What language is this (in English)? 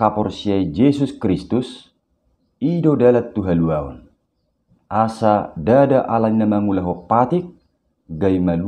Batak Toba